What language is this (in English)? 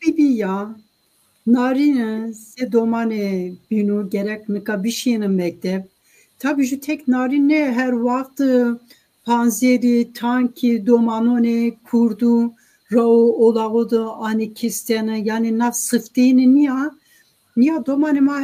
Zaza